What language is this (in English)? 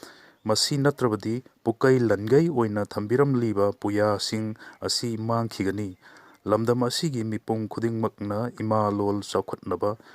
Manipuri